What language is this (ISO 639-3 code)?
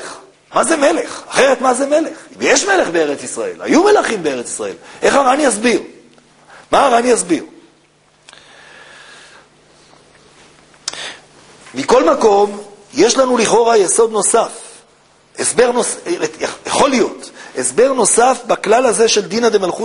heb